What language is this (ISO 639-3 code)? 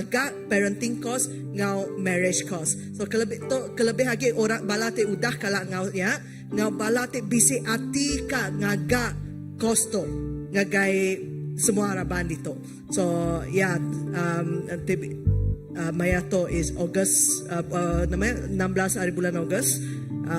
iba